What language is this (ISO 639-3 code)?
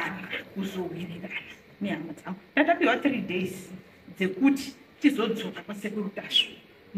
sna